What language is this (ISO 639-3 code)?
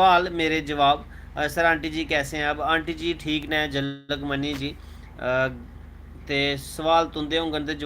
doi